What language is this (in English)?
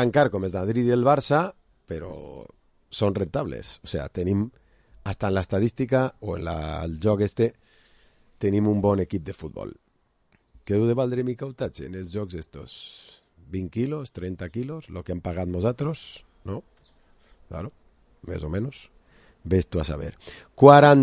Catalan